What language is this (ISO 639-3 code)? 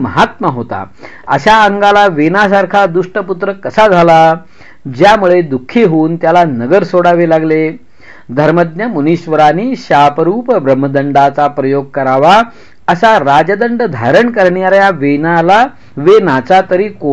mar